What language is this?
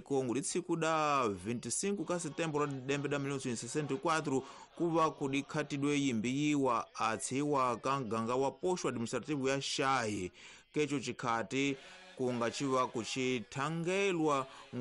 Tsonga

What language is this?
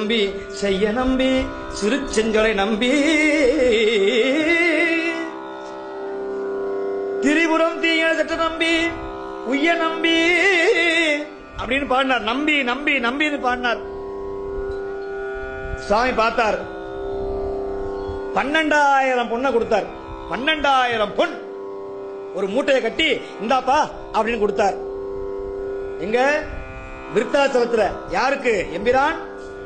Tamil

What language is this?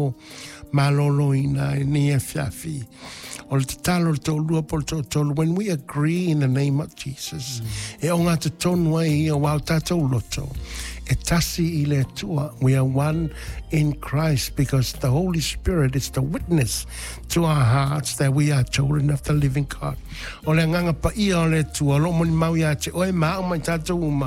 Samoan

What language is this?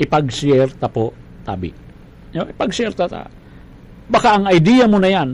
Bikol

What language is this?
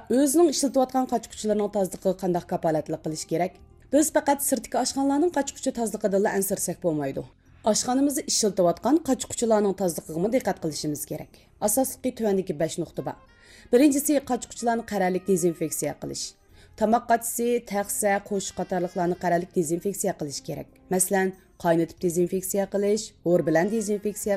Uyghur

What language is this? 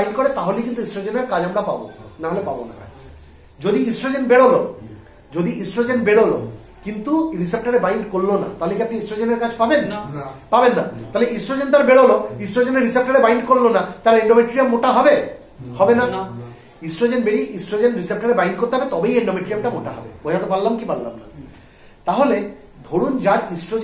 Bangla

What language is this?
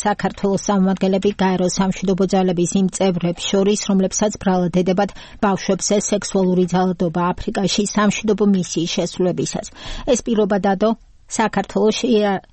Georgian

